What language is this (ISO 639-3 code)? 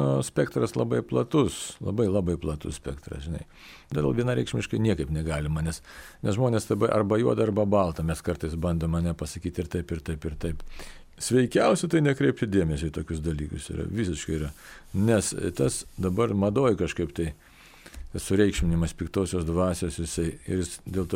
lit